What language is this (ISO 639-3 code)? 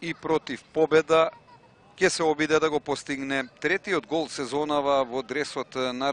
mkd